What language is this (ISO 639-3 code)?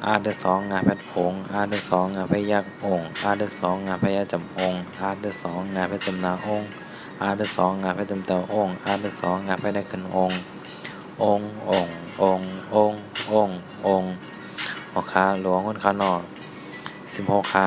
shn